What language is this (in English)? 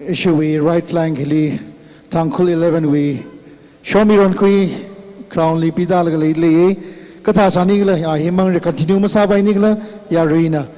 Tangkhul Naga (India)